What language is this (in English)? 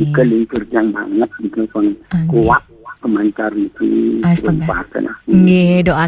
Balinese